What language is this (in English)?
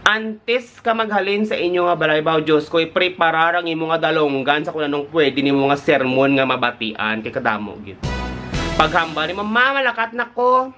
Hiligaynon